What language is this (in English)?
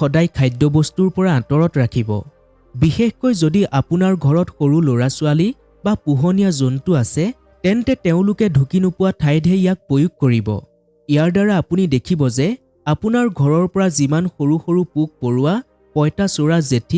Assamese